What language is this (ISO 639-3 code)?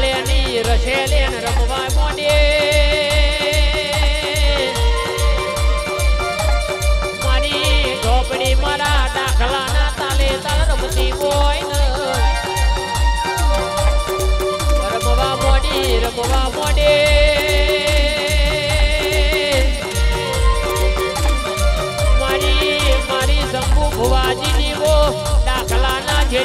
guj